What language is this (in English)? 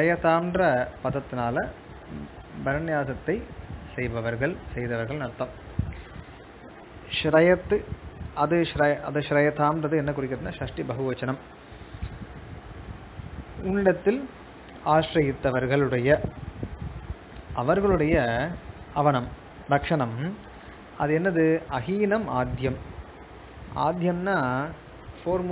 Tamil